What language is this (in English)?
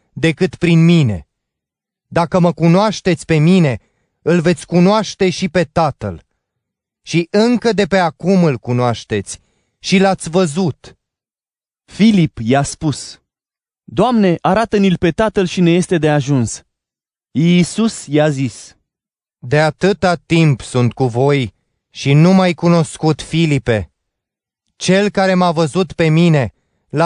Romanian